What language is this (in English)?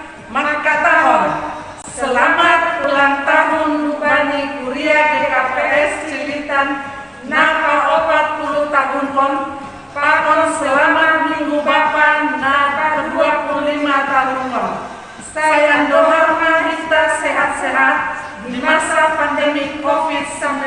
Batak Simalungun